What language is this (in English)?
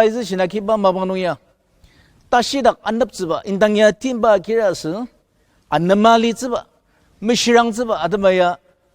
Ao Naga